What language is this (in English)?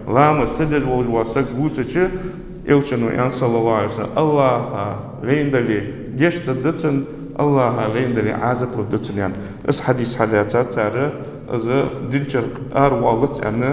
Ingush